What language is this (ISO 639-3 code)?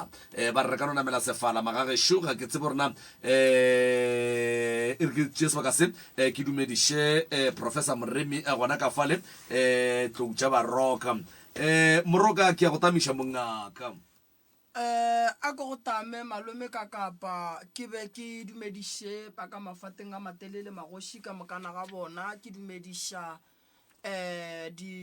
nso